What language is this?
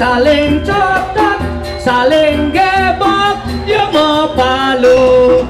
Balinese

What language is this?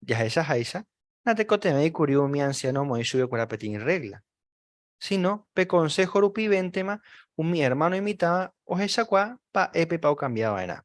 Guarani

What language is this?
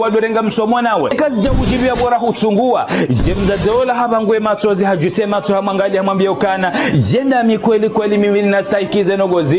Ngazidja Comorian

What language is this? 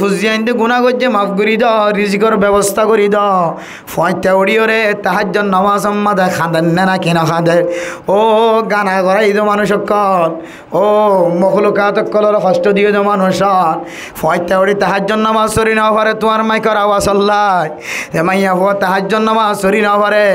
Rohingya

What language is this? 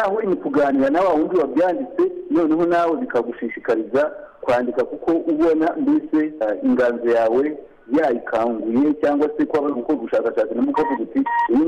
Kinyarwanda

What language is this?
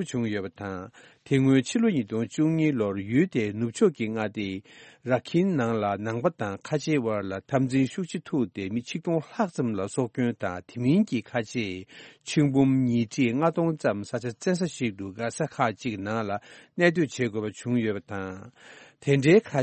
Tibetan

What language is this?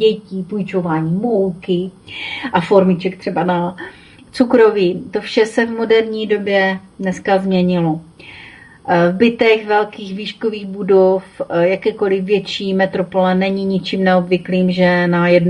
Czech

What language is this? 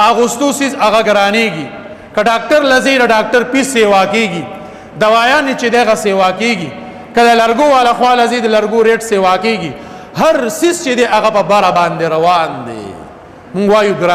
Pashto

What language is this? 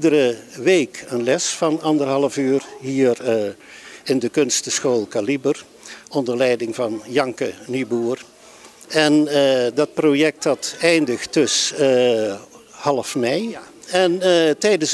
Dutch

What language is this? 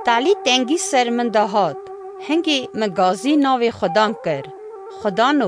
Kurdish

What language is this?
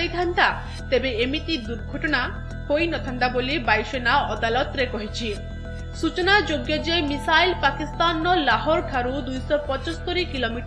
Odia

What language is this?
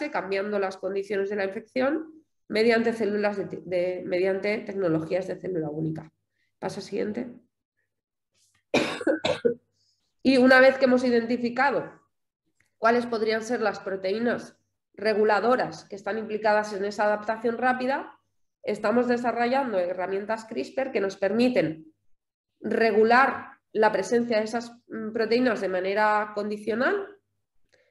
Spanish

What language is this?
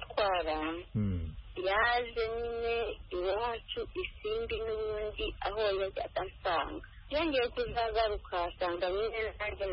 Kinyarwanda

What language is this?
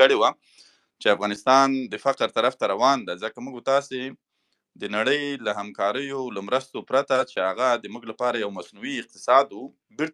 Pashto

